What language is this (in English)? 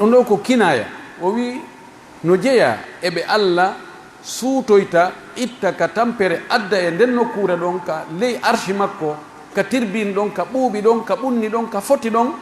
Pular